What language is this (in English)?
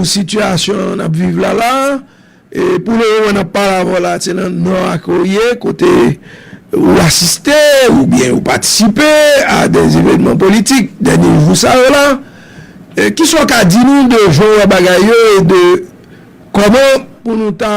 Haitian Creole